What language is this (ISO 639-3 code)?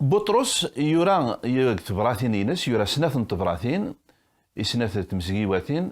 kab